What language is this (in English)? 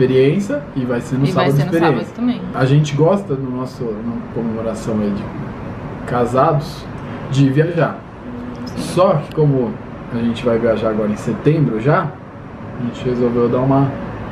Portuguese